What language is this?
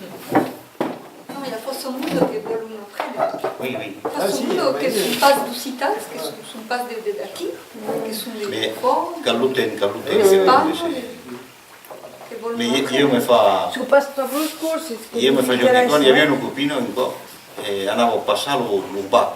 Occitan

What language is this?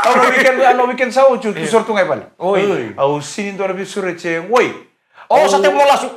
Fijian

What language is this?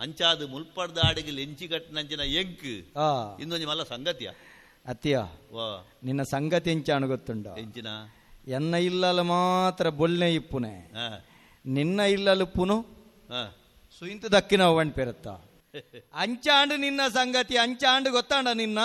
Tulu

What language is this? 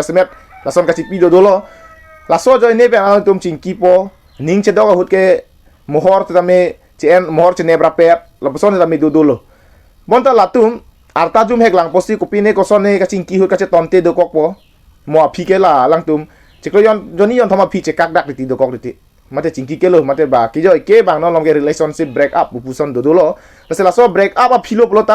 Karbi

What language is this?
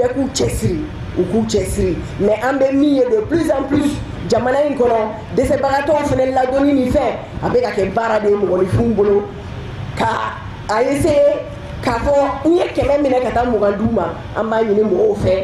Bambara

